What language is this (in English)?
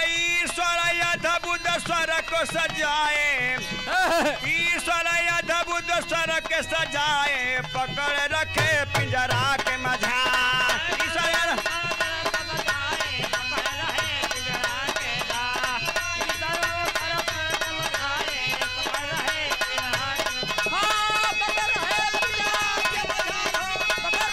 Bhojpuri